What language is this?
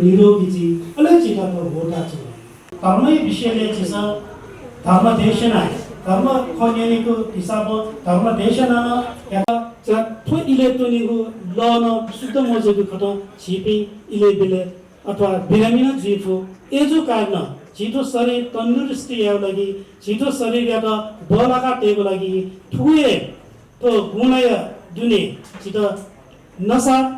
Newari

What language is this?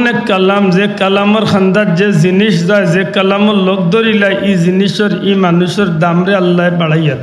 Sylheti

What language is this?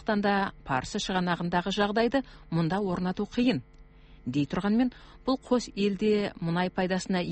Kazakh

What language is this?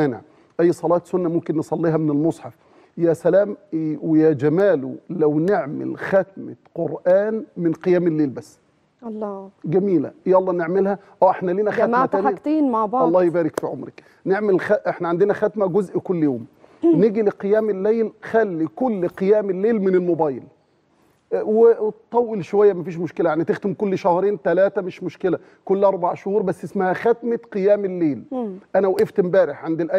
Egyptian Arabic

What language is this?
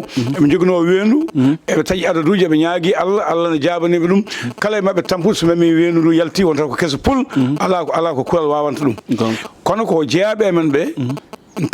Fula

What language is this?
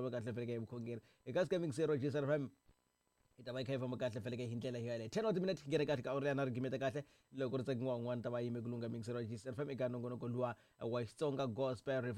Tsonga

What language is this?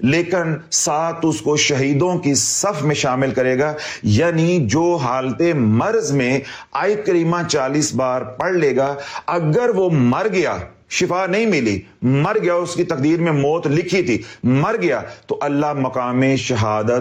Urdu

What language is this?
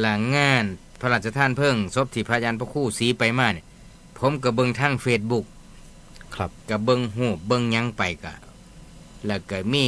Northeastern Thai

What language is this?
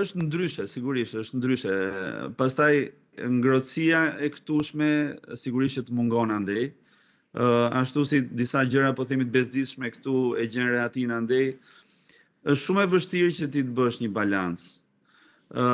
Albanian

